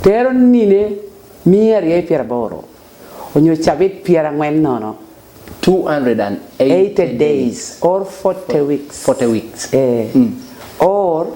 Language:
Lango (Uganda)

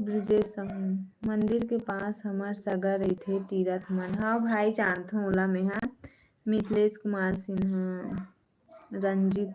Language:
Chhattisgarhi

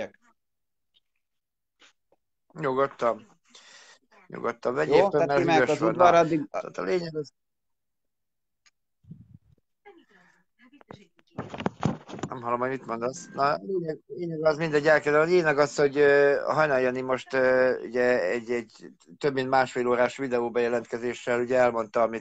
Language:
Hungarian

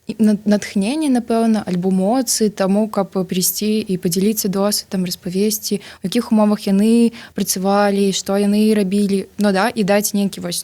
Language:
Belarusian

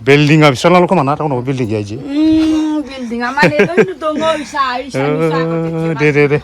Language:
Bodo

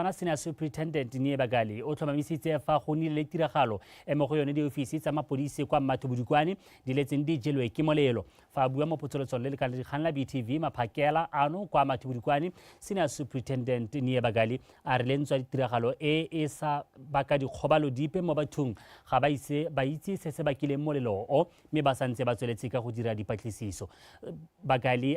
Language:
Tswana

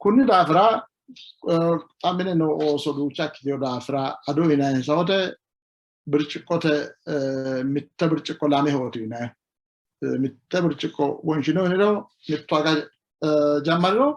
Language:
Sidamo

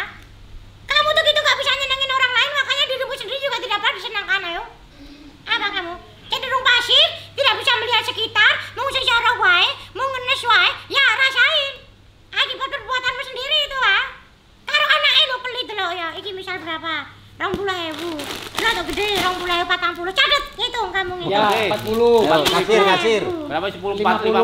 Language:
Indonesian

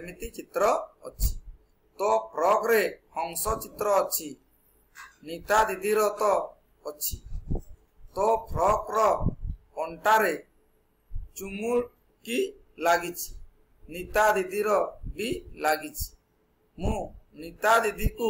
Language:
Odia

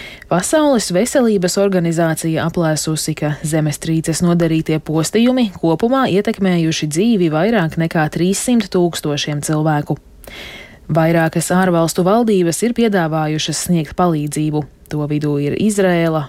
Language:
Latvian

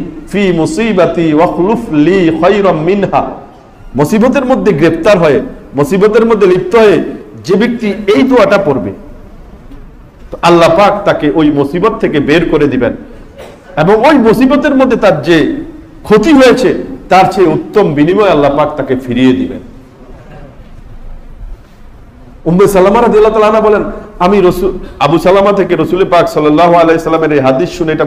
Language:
Bangla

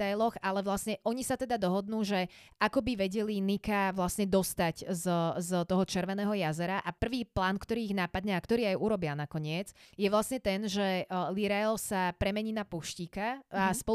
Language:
Slovak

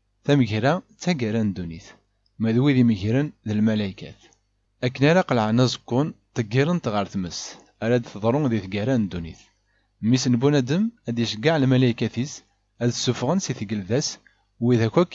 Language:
Kabyle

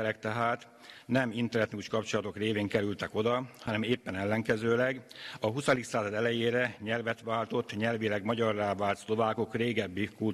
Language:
Hungarian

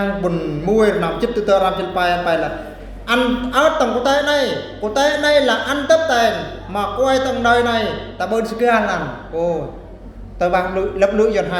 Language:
Eastern Bru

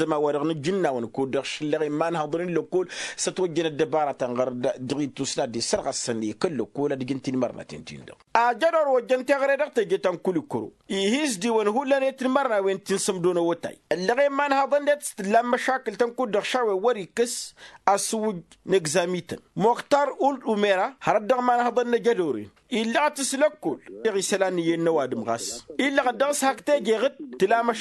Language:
Tamasheq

